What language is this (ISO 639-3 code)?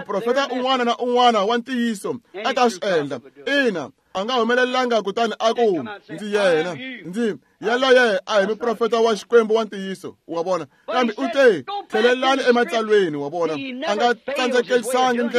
tso